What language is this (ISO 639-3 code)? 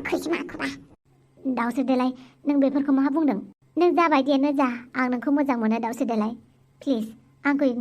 brx